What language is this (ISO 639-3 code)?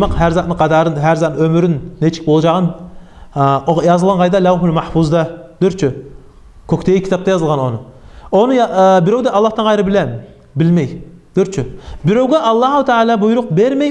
kum